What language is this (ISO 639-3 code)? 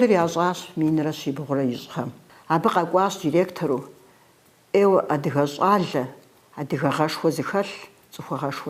kbd